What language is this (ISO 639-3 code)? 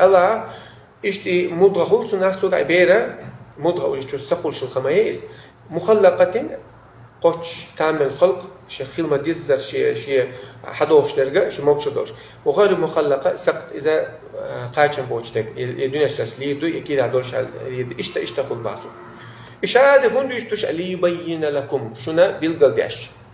che